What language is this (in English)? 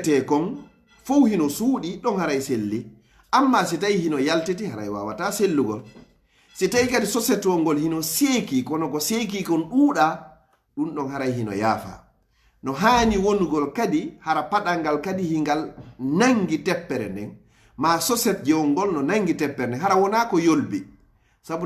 Pular